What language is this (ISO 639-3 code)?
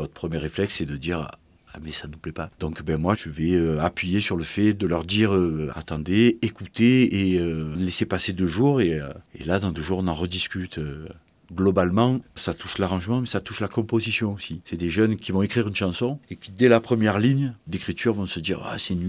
fra